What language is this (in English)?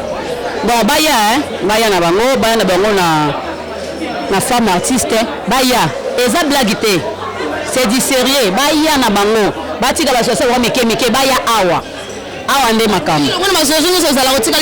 Lingala